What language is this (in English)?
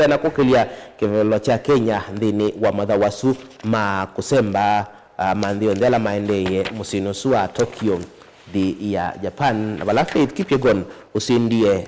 Kamba